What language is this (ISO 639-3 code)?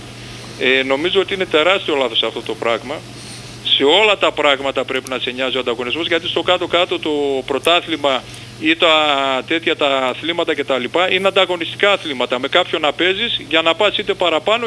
ell